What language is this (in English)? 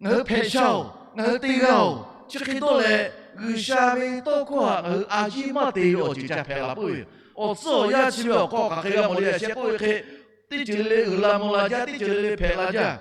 Lahu